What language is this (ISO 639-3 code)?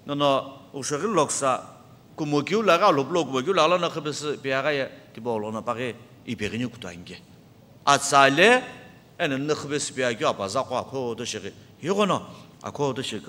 nsm